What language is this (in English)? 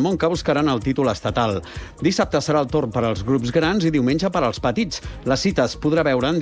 Catalan